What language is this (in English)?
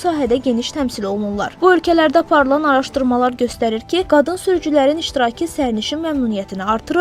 Azerbaijani